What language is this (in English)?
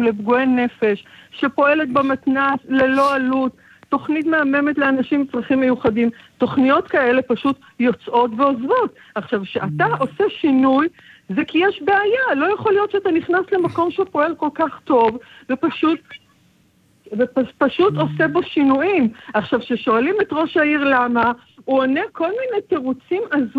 Hebrew